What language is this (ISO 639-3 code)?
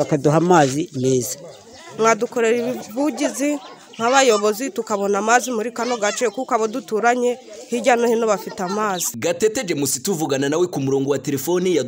kin